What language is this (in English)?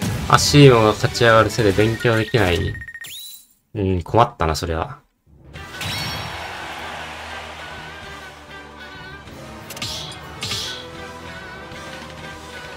Japanese